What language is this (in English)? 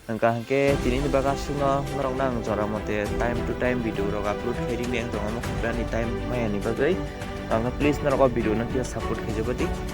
Kok Borok